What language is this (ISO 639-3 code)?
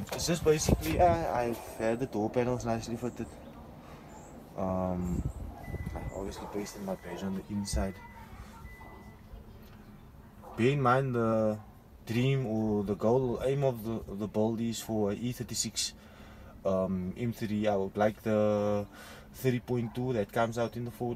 eng